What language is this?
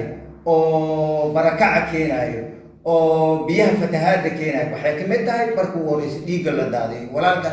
Somali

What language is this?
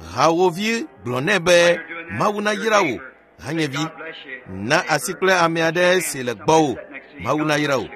Ewe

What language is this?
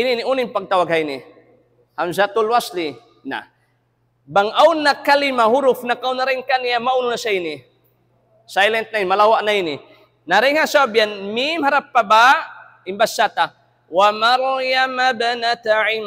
Tausug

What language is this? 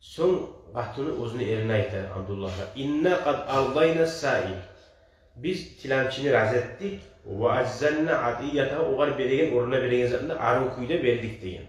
Kumyk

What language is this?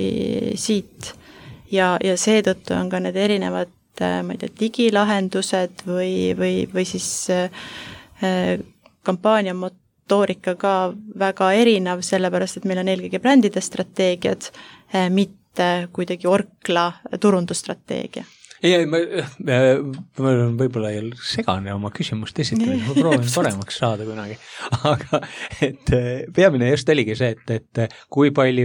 Estonian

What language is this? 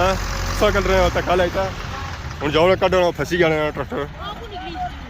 Pahari-Potwari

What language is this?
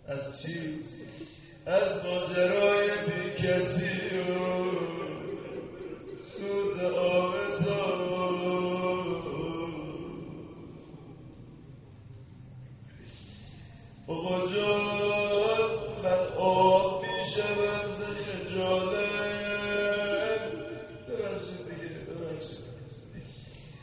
Persian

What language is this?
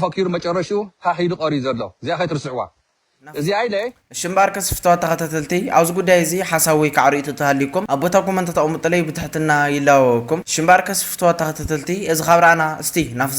Tigrinya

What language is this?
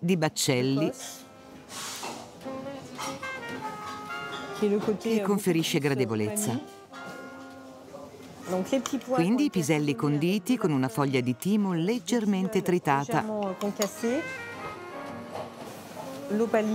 Italian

